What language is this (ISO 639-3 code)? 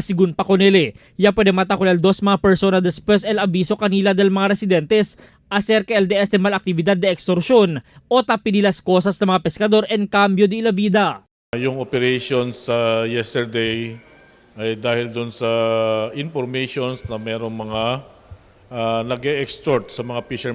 cbk